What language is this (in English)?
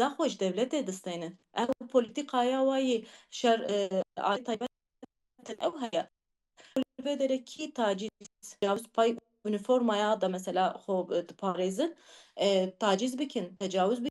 Kurdish